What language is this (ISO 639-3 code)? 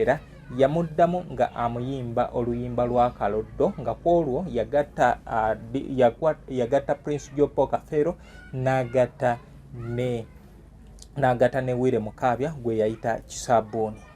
lug